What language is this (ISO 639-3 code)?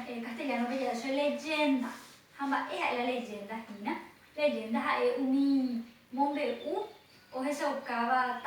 grn